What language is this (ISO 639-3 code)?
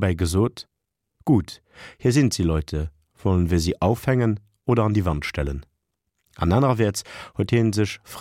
ltz